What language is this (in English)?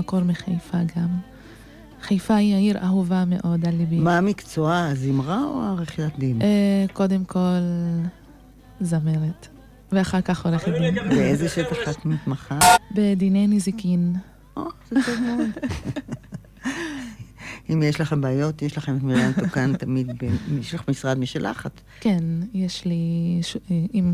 Hebrew